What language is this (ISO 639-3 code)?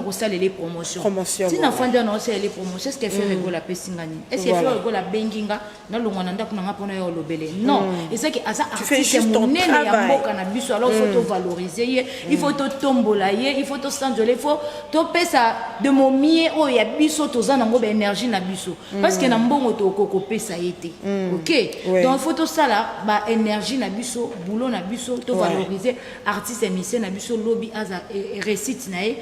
lin